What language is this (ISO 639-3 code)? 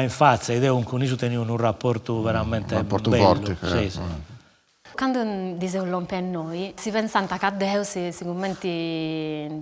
srd